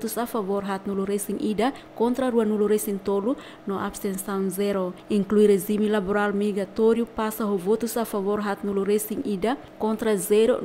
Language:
Tetum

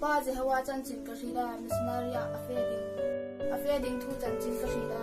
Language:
Hmar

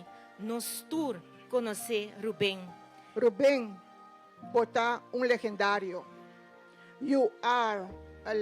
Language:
Papiamento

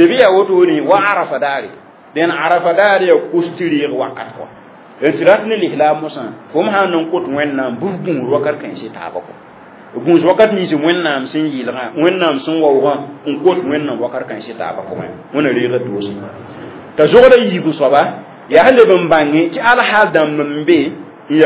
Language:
Mossi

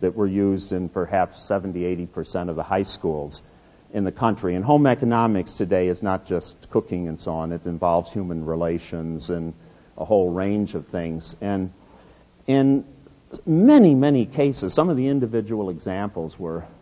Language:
English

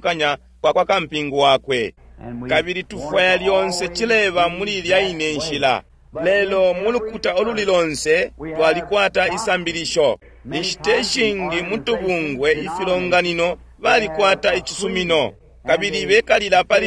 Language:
Bemba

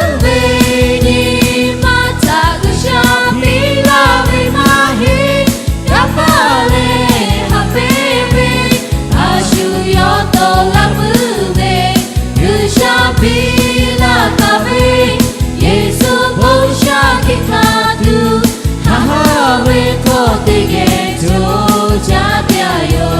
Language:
Lahu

